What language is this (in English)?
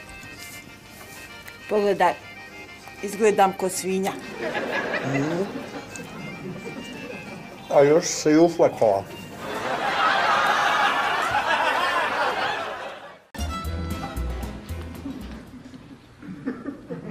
Bosnian